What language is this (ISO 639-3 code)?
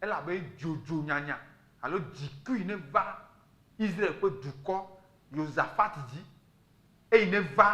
ewe